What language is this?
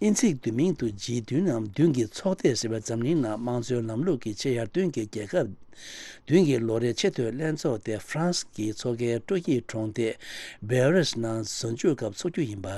Tibetan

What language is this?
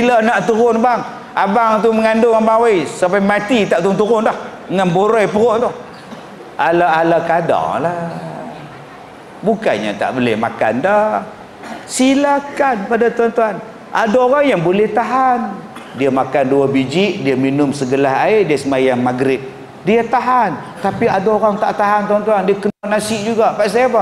Malay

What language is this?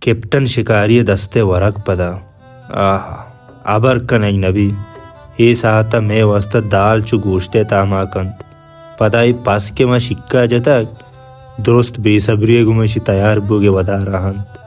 Baluchi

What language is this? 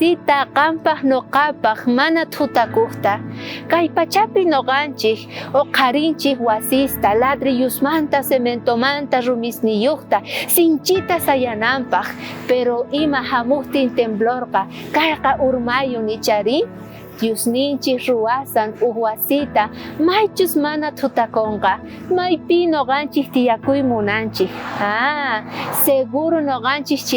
South Bolivian Quechua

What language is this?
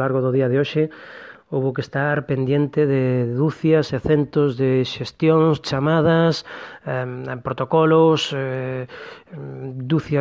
Galician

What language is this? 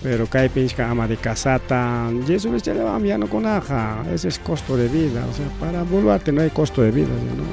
Ayacucho Quechua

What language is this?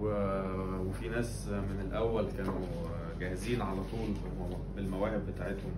Egyptian Arabic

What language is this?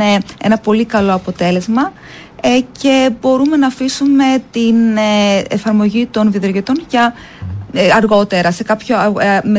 Greek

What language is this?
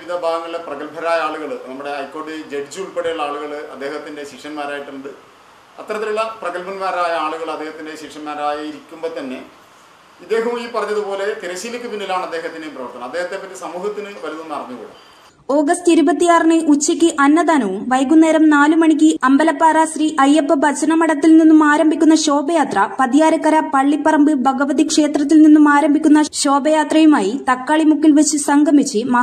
Malayalam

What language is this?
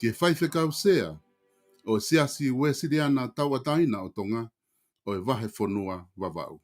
Tongan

